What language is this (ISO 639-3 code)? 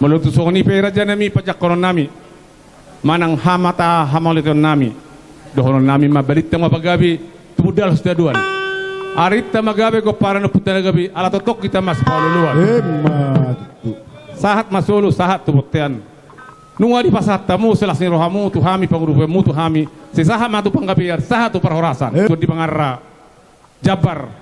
bbc